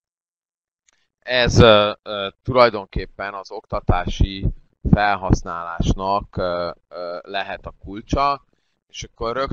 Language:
Hungarian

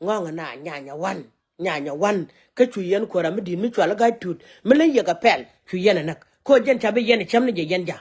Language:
Nuer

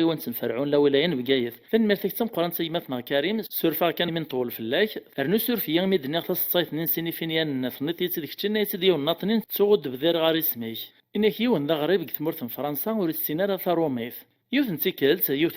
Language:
Kabyle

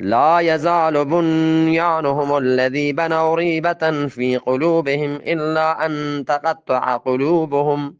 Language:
Eastern Balochi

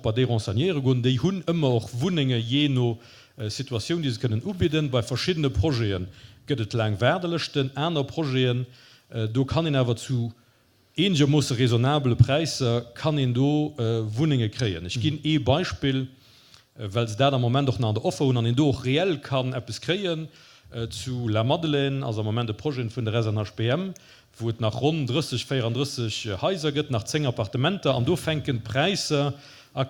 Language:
Luxembourgish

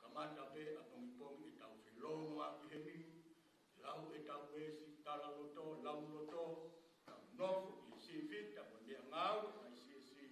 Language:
Tongan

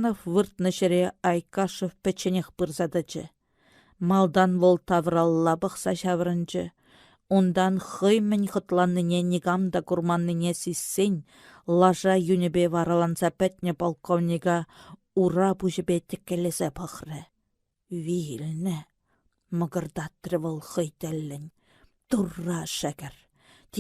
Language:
Chuvash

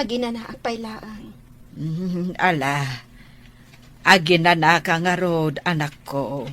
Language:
Iloko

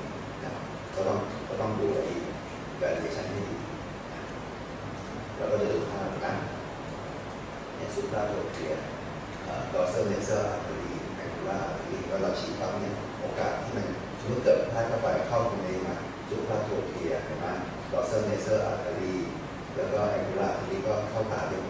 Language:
Thai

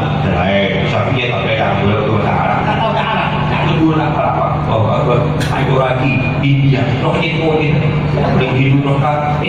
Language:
Madurese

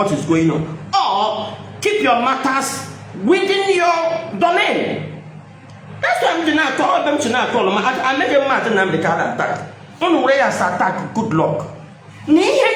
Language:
Igbo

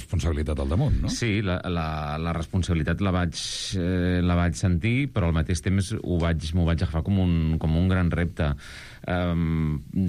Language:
Catalan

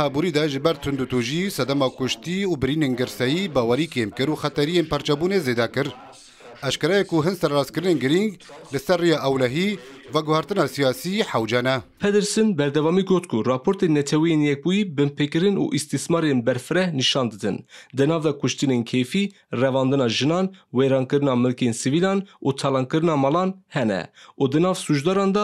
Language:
Kurdish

